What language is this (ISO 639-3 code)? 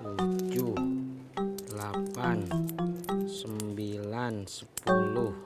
bew